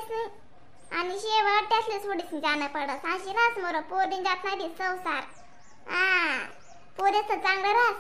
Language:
Khandesi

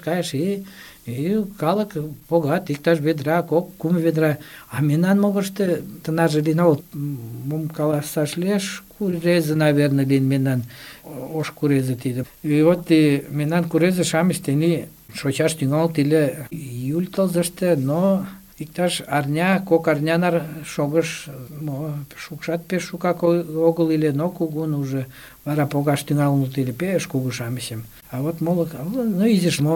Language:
Mari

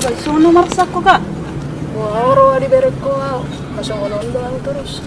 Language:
Batak Toba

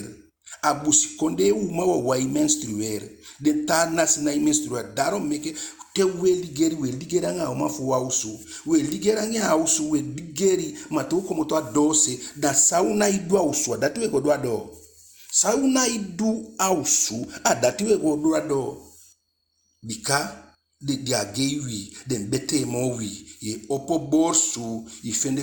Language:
Eastern Maroon Creole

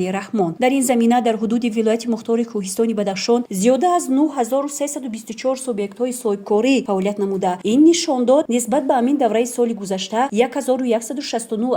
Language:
Tajik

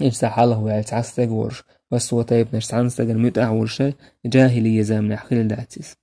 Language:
Chechen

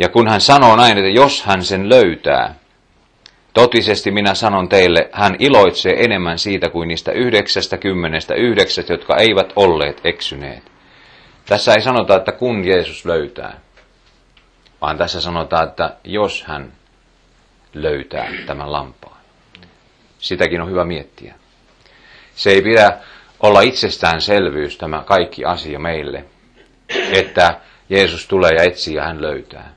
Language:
Finnish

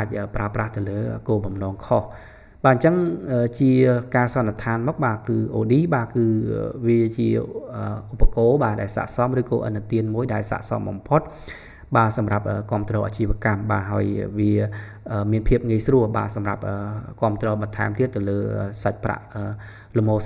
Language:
Khmer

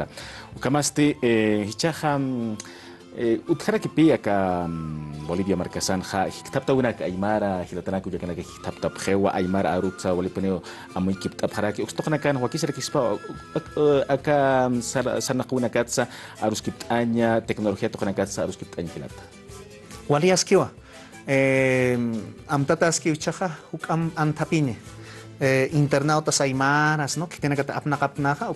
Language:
Aymara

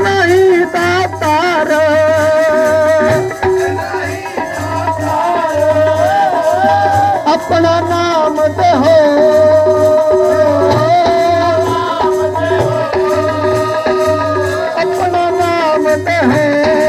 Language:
Punjabi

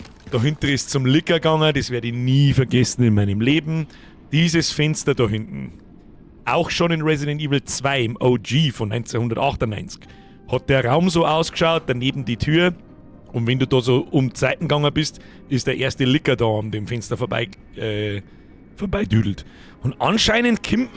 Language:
Bavarian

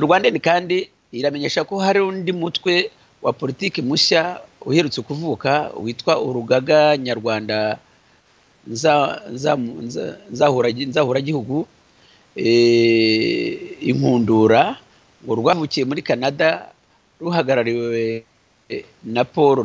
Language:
Kinyarwanda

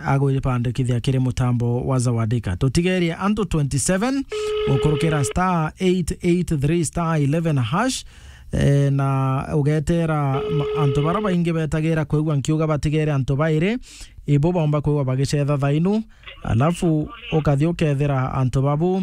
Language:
Meru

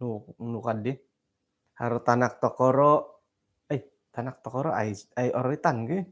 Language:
Central Dusun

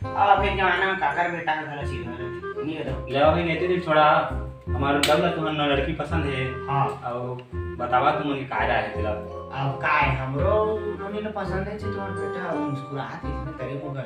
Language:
Chhattisgarhi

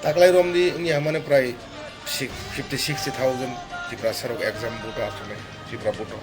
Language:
Kok Borok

